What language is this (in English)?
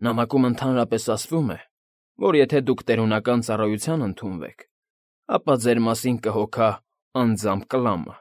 Armenian